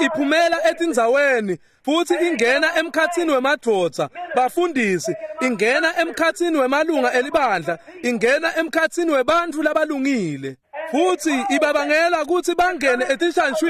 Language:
Swati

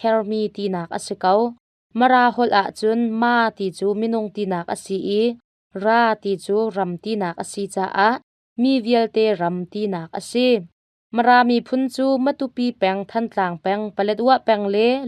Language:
Hakha Chin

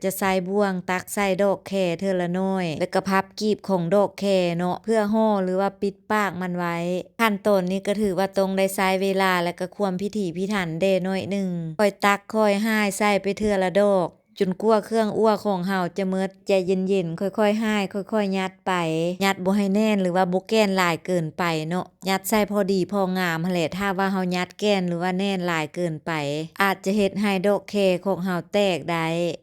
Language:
Lao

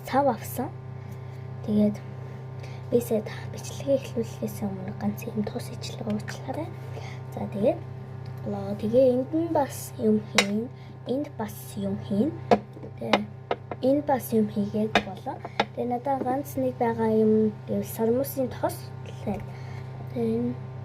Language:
Mongolian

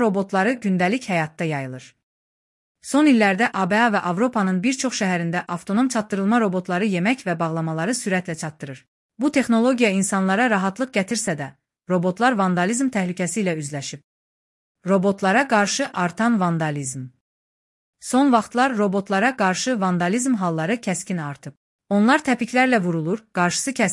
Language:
Azerbaijani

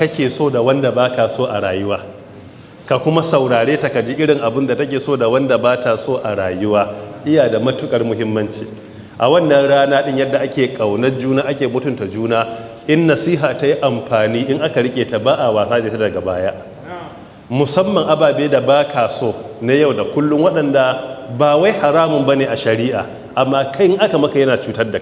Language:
Hausa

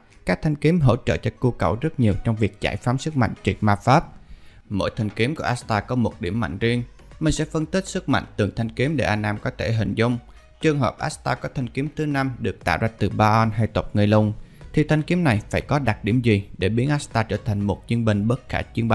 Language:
Vietnamese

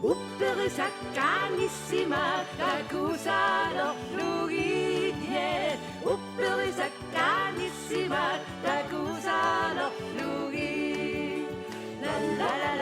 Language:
Kalaallisut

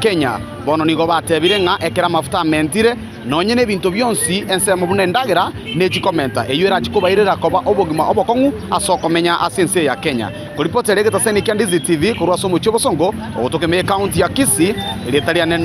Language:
Gusii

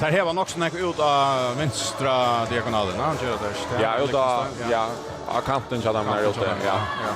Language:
Faroese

